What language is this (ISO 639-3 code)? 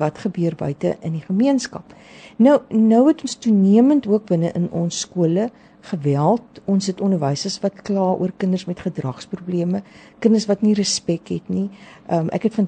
afr